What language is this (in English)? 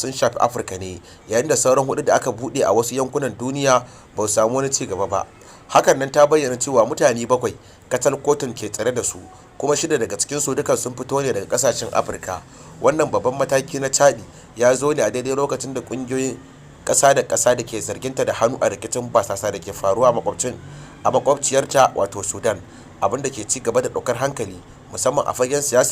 Hausa